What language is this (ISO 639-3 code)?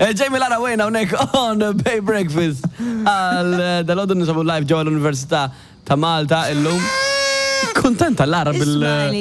mlt